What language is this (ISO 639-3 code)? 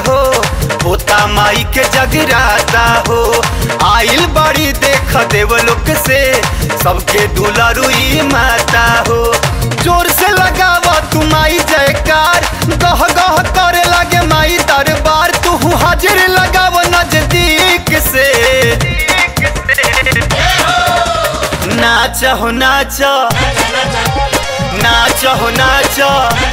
bho